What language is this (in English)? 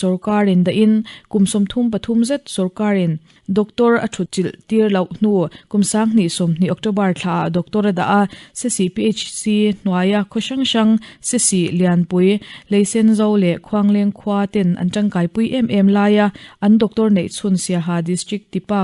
Mizo